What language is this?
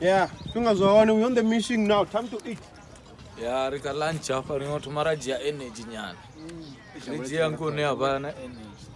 Venda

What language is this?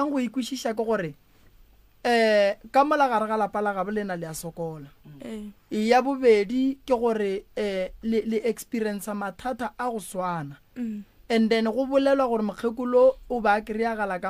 Northern Sotho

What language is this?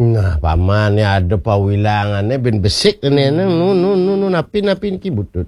Balinese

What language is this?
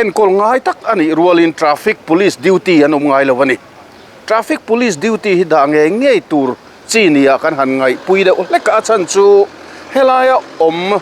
Mizo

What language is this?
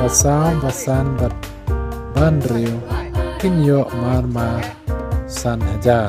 Khasi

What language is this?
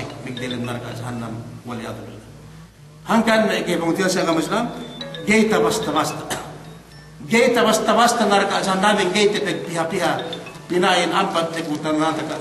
Yakan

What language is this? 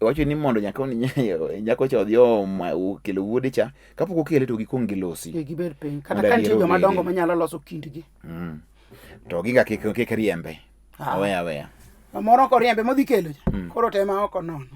Luo (Kenya and Tanzania)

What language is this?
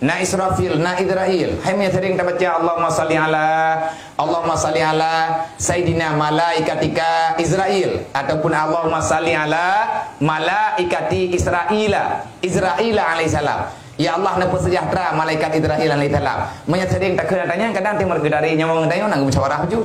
Achinese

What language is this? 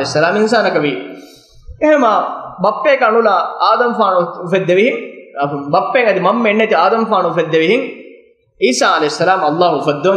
Divehi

